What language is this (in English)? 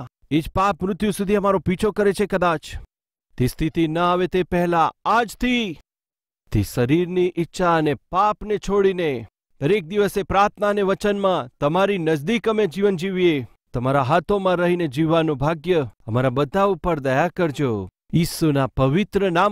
Gujarati